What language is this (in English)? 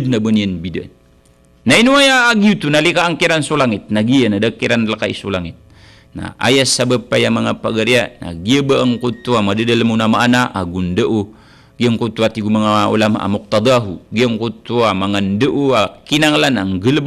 Maranao